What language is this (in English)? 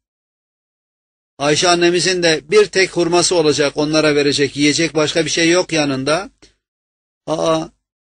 Turkish